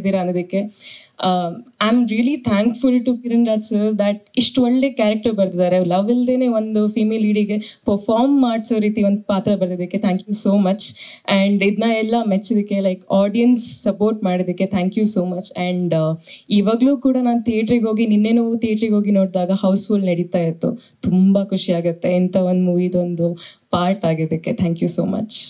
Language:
Kannada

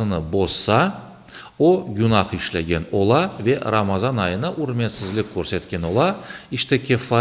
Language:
Crimean Tatar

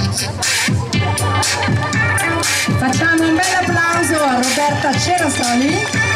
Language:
Italian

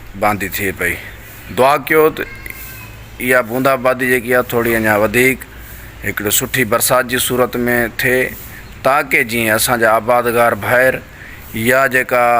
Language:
Sindhi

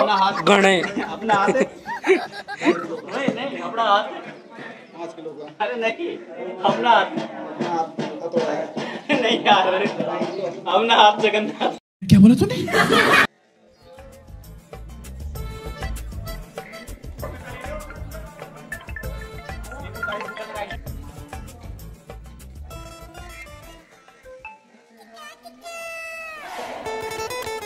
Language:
Hindi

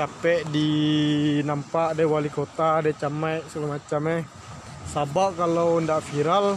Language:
Minangkabau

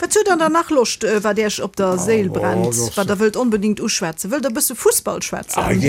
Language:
Luxembourgish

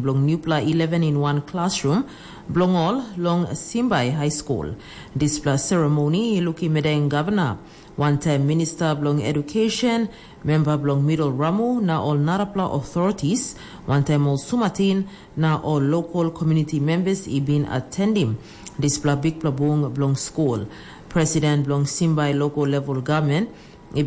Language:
Tok Pisin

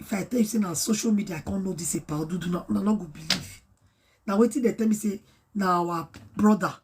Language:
Nigerian Pidgin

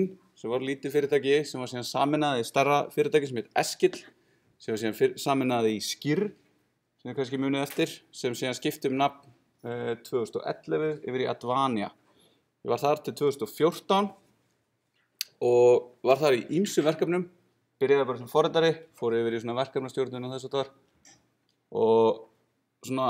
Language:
Icelandic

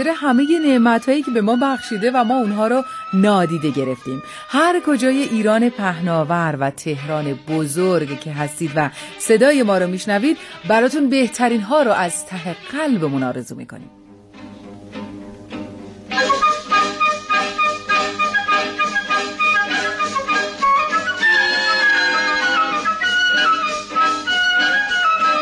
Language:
Persian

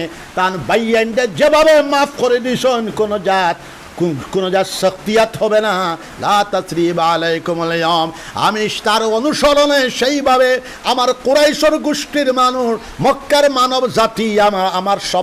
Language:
Sylheti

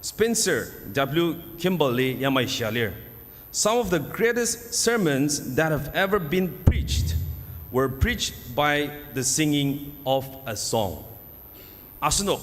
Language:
Ao Naga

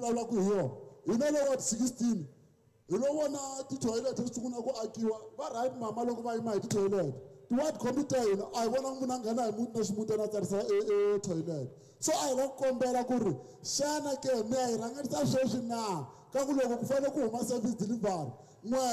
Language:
Tsonga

